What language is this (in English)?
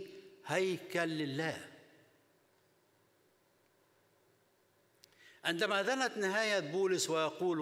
Egyptian Arabic